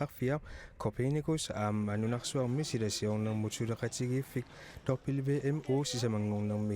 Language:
Kalaallisut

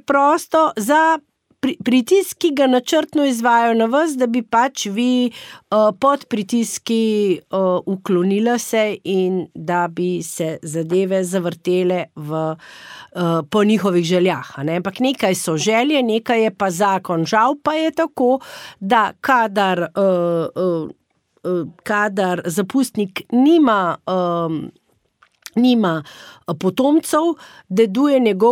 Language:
Slovenian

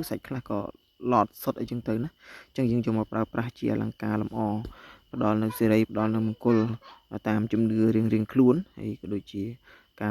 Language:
Khmer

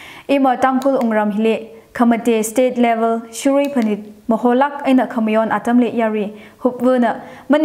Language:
Tangkhul Naga (India)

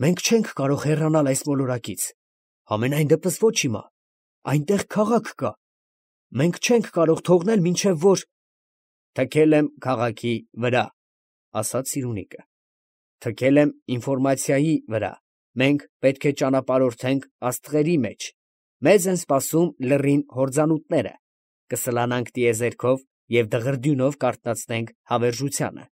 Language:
Armenian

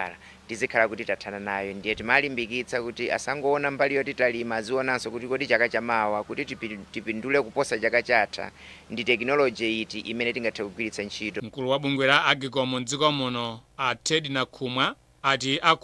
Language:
Nyanja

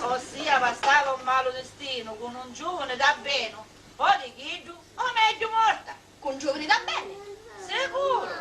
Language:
Sicilian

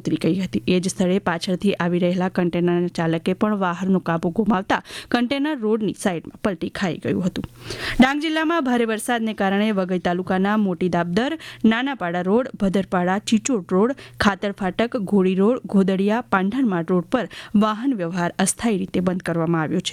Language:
Gujarati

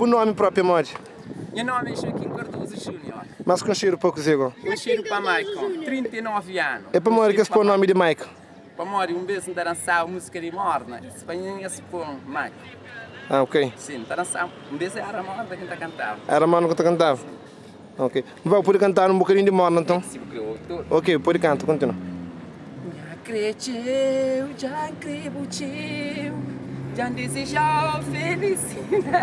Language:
Kabuverdianu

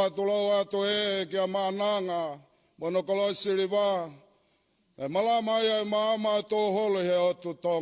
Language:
Tongan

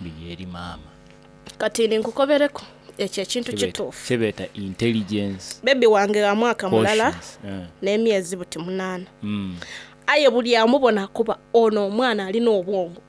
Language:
Soga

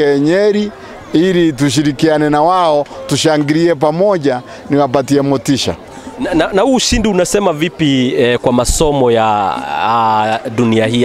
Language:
Swahili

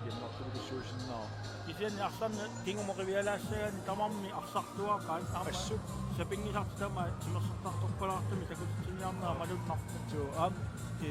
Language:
Kalaallisut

